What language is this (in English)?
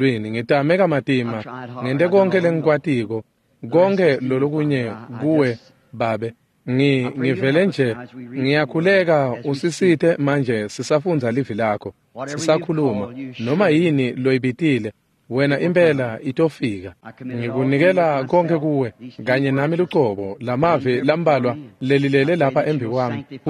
Swati